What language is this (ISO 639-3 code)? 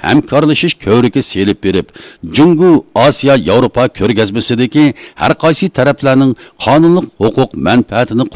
uig